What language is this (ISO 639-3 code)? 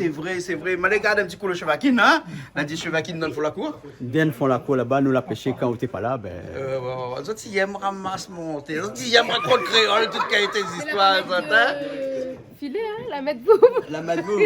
rcf